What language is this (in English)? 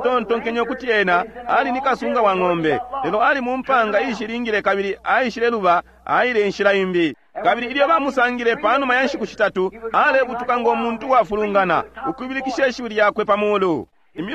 Bemba